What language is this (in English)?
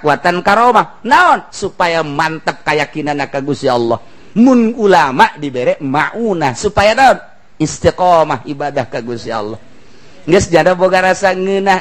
Sundanese